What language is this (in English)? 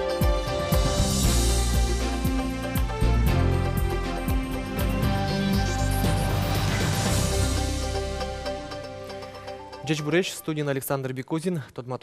Udmurt